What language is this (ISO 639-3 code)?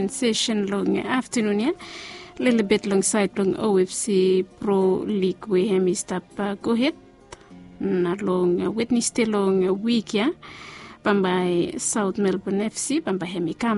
bis